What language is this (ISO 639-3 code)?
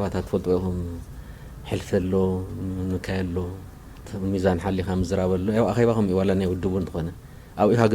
tir